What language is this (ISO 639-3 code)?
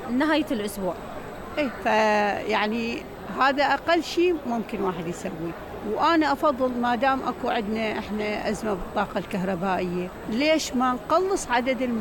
acm